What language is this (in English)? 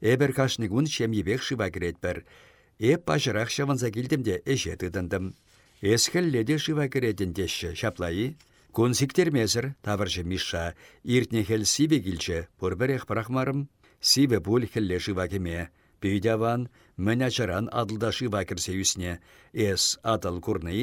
Chuvash